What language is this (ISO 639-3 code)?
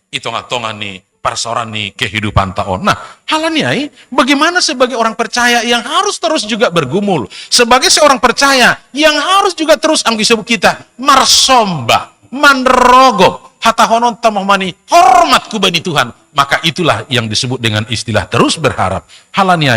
bts